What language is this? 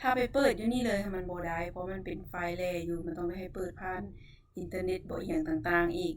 Lao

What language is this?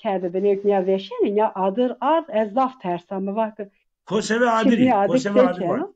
Zaza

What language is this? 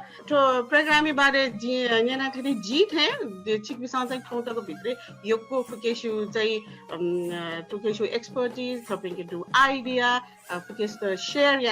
Newari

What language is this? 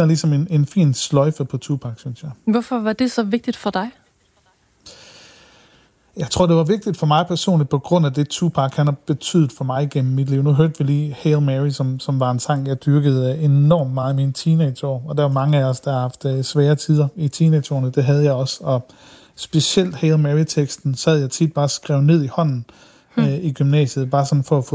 Danish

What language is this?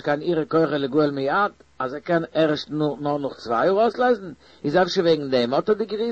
Yiddish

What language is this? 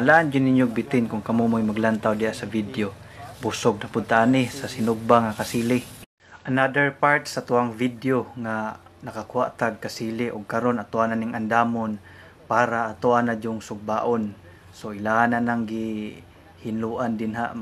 Cebuano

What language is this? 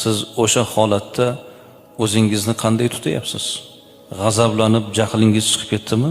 Uzbek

